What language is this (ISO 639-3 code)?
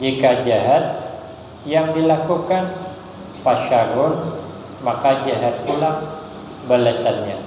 bjn